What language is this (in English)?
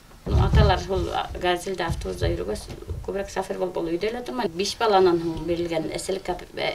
Bashkir